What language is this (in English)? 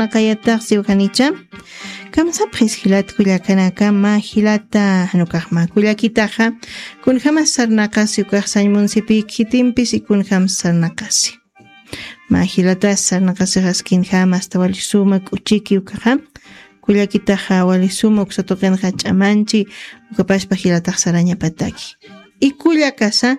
Aymara